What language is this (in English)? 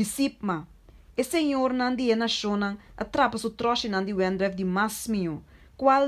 Papiamento